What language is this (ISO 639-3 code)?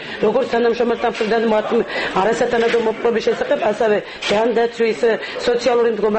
kat